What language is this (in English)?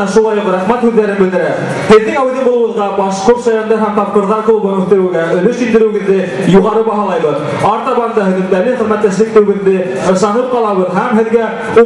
Bashkir